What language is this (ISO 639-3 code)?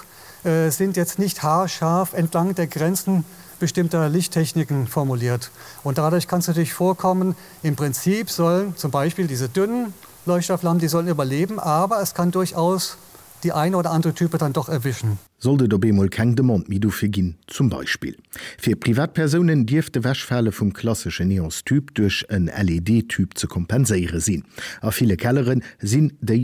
ltz